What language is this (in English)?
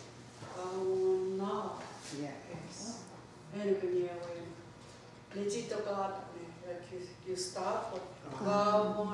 Mohawk